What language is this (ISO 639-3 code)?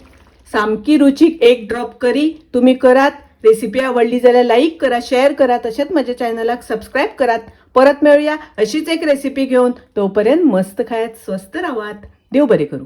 kok